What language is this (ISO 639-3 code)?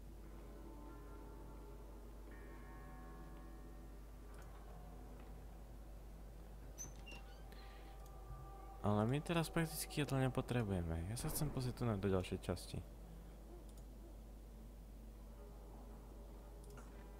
slk